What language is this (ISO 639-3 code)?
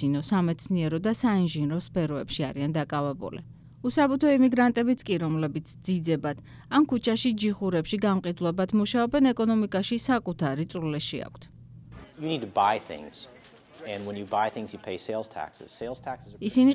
kat